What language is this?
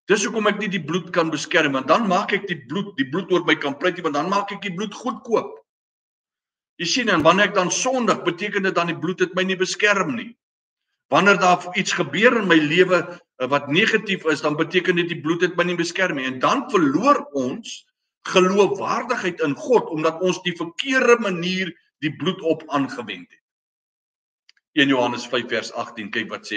Afrikaans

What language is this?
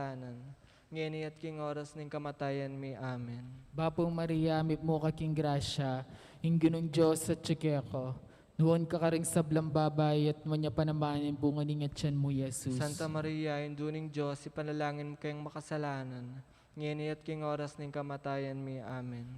Pampanga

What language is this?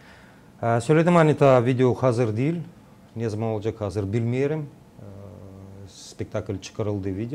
Gagauz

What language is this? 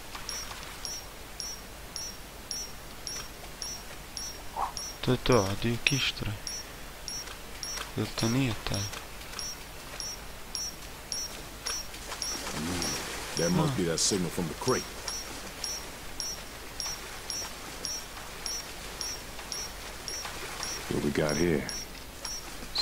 Croatian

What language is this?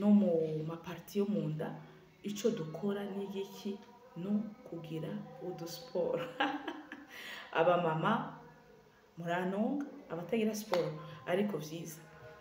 Rundi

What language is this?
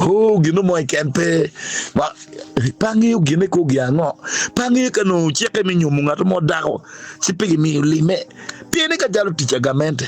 Acoli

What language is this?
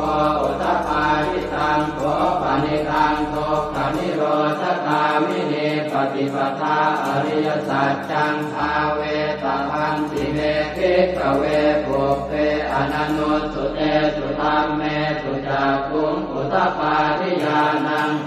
Pali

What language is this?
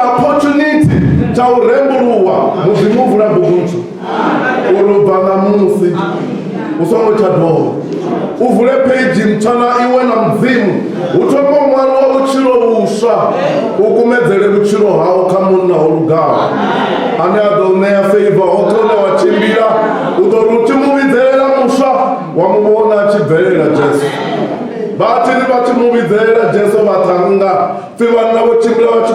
Venda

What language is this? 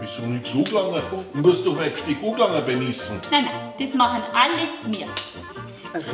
Bavarian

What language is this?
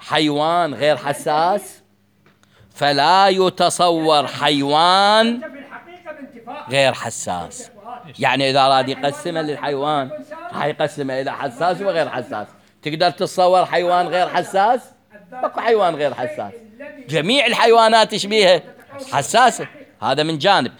Mesopotamian Arabic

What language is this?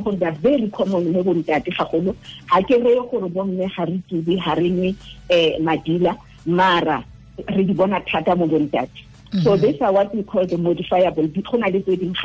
Tswana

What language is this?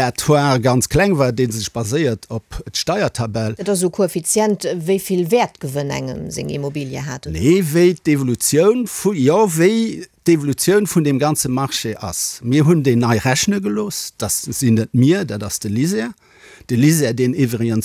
Luxembourgish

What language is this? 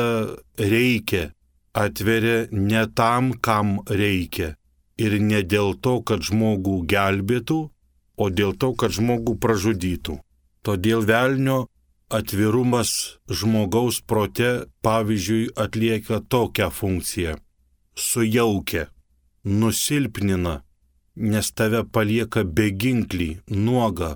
Lithuanian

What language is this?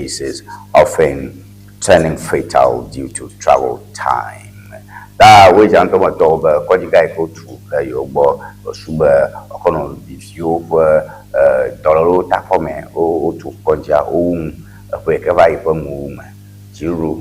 Ewe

